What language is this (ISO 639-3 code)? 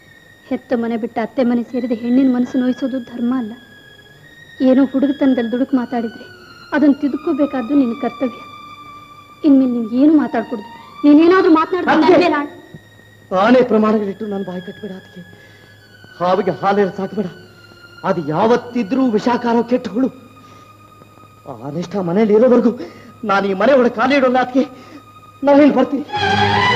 kan